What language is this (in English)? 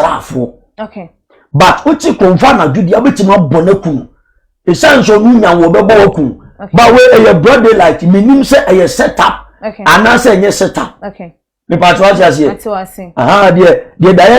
Akan